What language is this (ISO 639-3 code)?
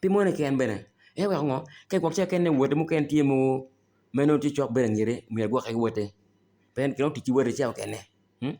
ach